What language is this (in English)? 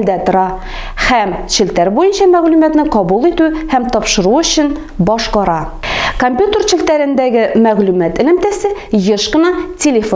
Tatar